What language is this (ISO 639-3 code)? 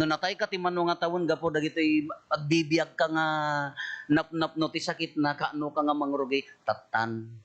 ilo